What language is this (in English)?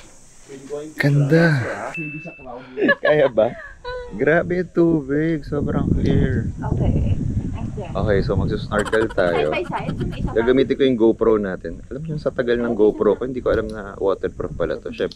Filipino